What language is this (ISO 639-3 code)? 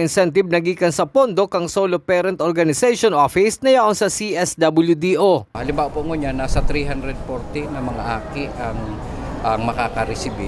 bik